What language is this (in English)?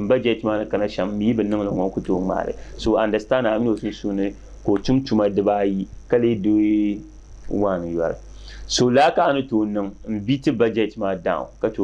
Dagbani